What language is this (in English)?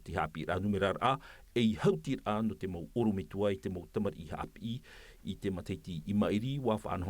Tahitian